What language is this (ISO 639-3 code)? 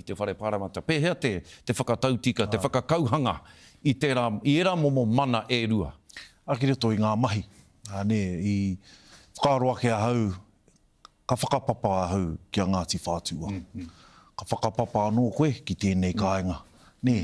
mri